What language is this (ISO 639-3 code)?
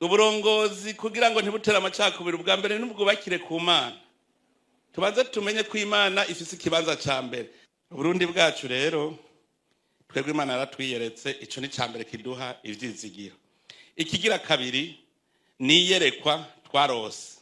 run